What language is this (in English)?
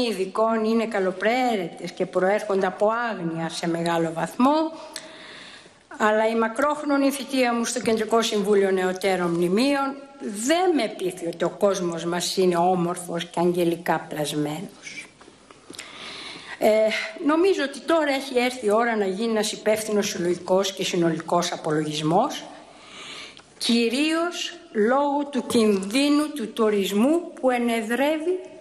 Greek